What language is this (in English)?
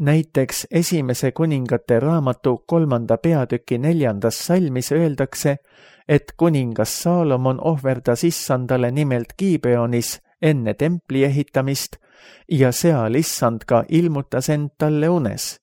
Estonian